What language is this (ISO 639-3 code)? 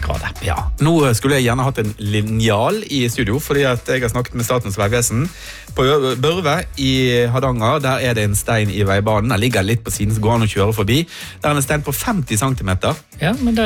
nor